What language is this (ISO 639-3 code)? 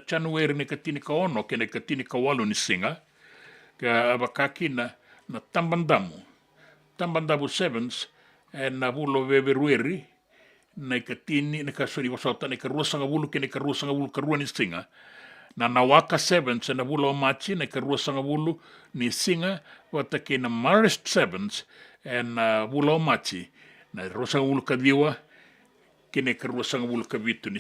fij